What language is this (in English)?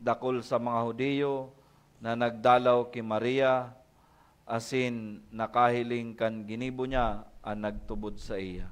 Bikol